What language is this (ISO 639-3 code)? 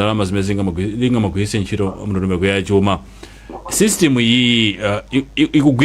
nya